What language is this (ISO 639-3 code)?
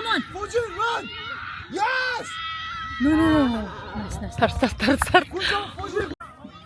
bod